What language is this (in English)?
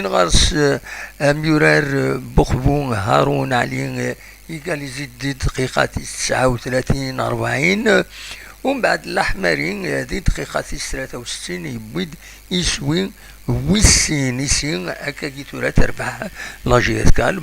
Kabyle